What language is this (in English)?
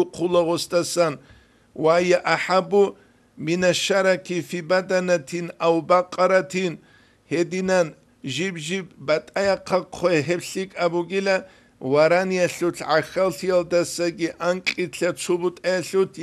Avaric